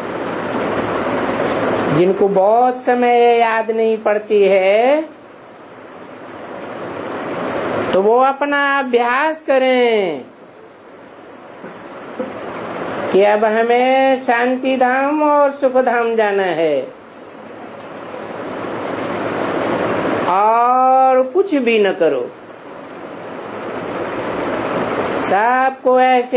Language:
Hindi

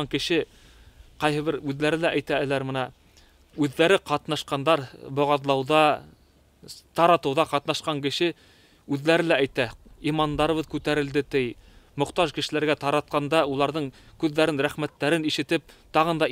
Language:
Bashkir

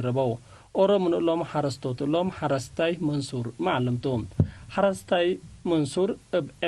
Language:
Tigre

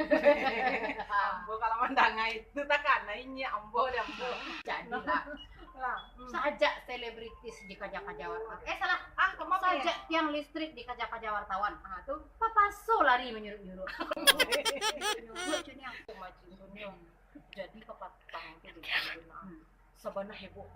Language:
Minangkabau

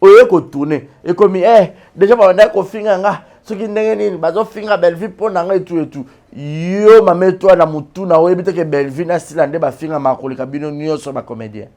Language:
Lingala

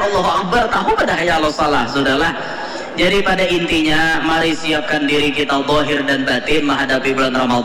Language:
Banjar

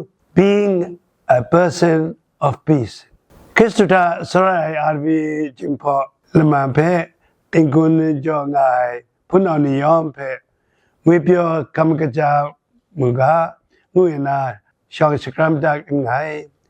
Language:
Kachin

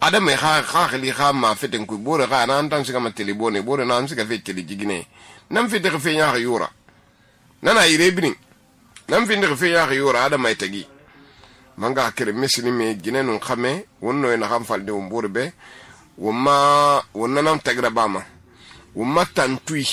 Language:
Susu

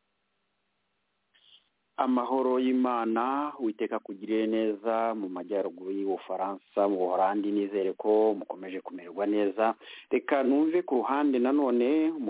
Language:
Kinyarwanda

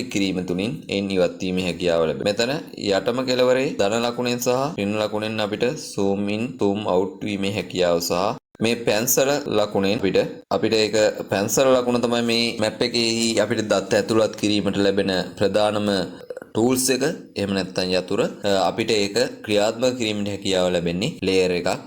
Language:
Sinhala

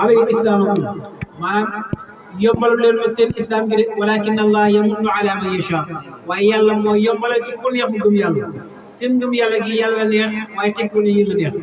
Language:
Wolof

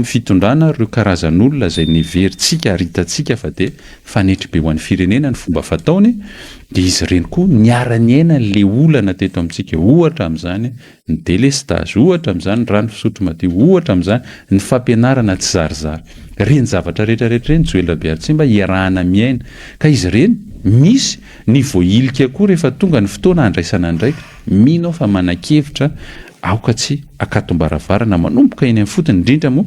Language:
Malagasy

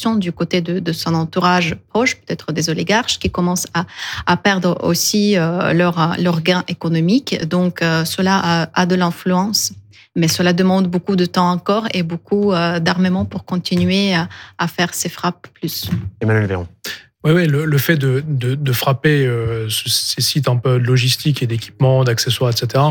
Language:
French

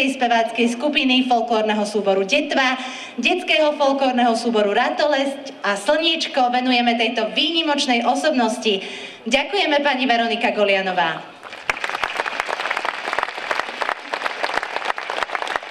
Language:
Slovak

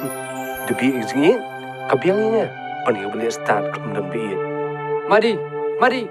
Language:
Khasi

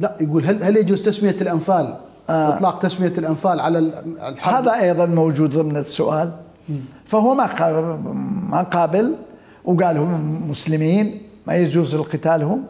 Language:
Mesopotamian Arabic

